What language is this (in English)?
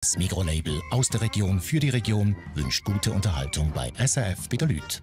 Swiss German